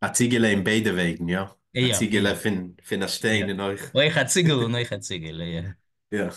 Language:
Yiddish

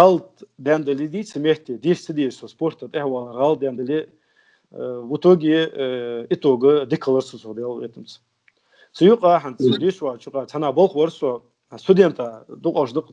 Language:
Ingush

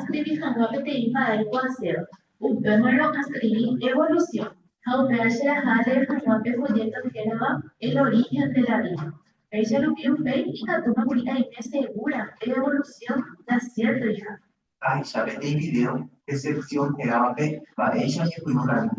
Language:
Guarani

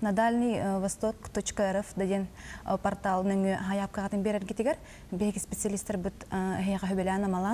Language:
Yakut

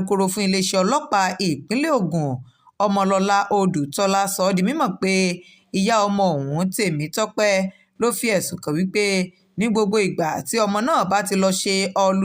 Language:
Yoruba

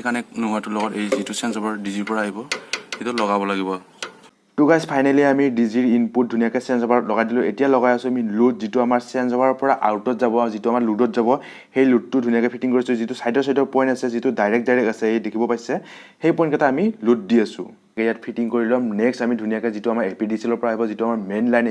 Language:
Assamese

